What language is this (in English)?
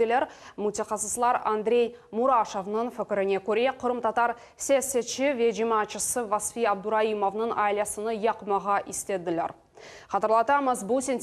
Crimean Tatar